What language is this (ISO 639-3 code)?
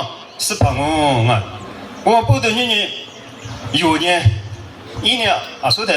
lis